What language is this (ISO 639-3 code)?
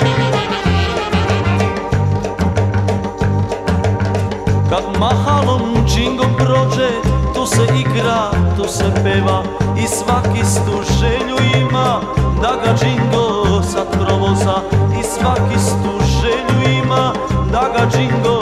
srp